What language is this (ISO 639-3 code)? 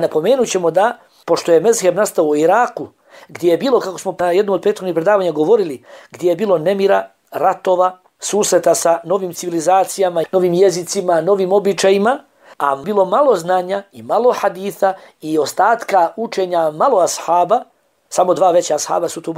bos